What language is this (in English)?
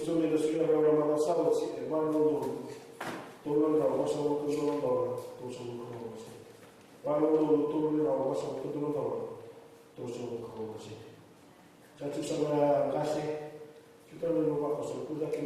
Fijian